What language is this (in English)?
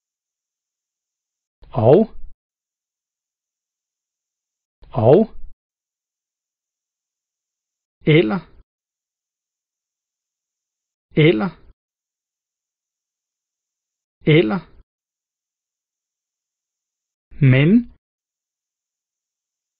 Danish